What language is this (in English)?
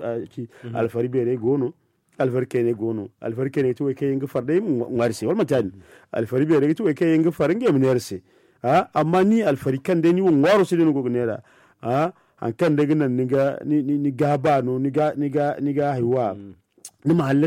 Zarma